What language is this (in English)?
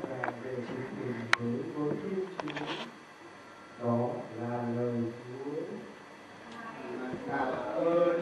Vietnamese